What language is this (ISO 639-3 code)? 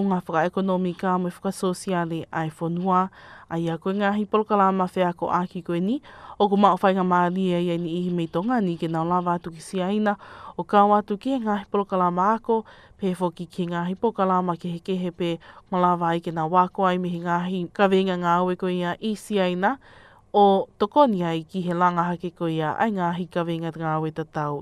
ton